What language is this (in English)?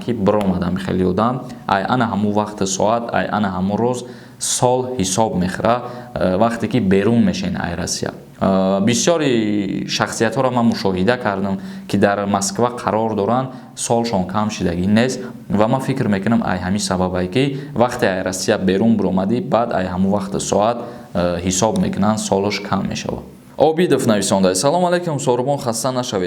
Tajik